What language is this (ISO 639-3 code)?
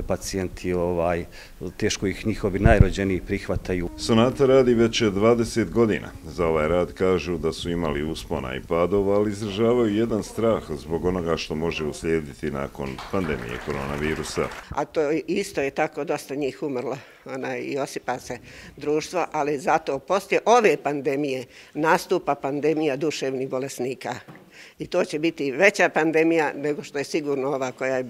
bos